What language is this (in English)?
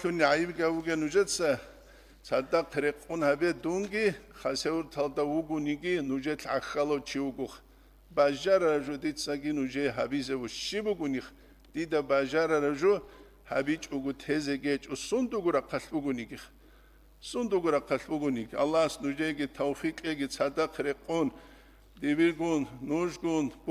Avaric